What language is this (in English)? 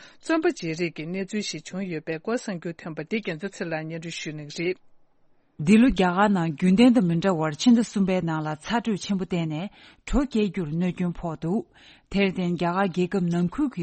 Tibetan